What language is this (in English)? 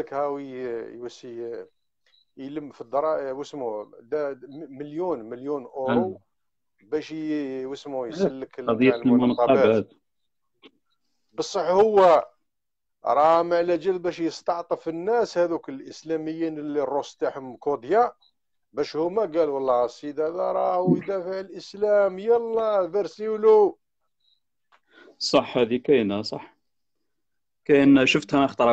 Algerian Arabic